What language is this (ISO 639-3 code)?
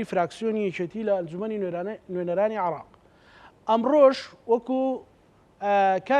ckb